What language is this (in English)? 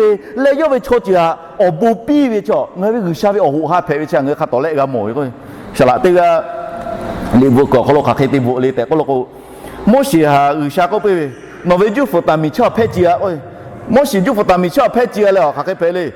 Lahu